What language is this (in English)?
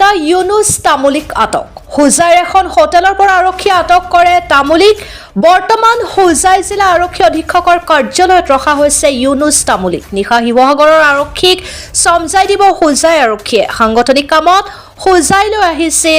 Assamese